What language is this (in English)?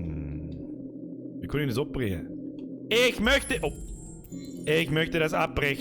Bavarian